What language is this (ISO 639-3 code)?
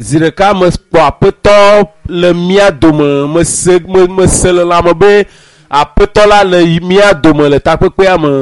ewe